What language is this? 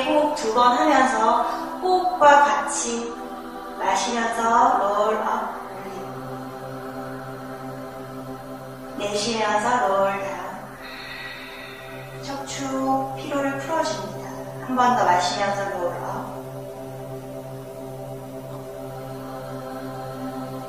Korean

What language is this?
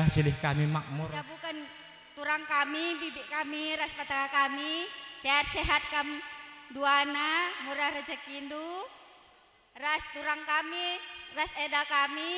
Batak Karo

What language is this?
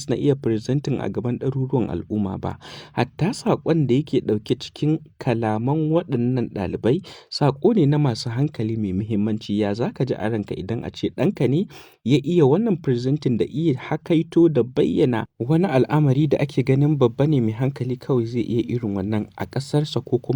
Hausa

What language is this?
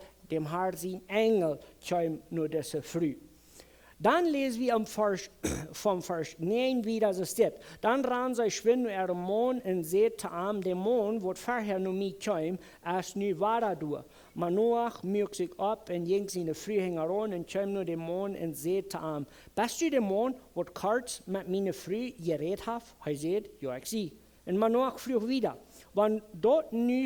Plautdietsch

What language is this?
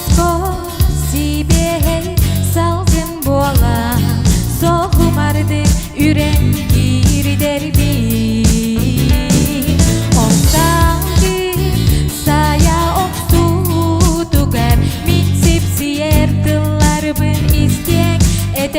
Yakut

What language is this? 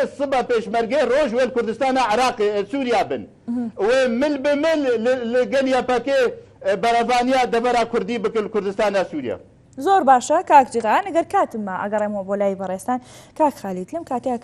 Kurdish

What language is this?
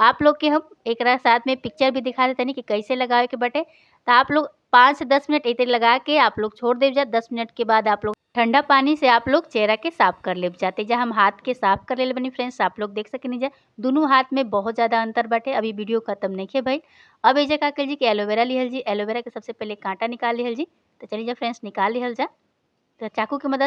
Bhojpuri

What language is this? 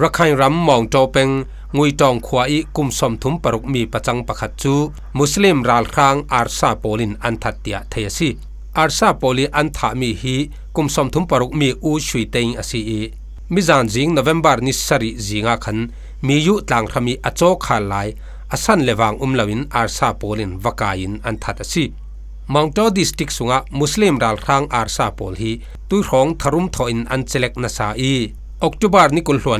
Falam Chin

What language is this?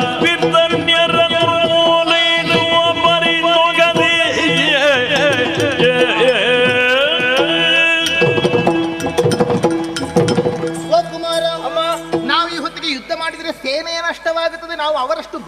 Kannada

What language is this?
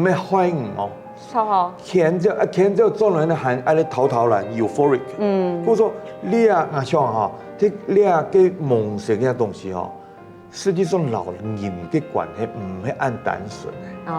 Hakka Chinese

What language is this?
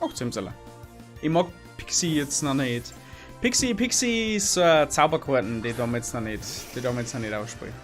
Bavarian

